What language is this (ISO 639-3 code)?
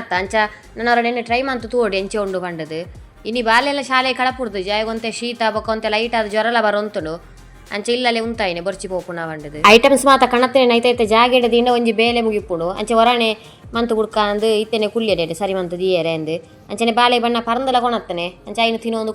tcy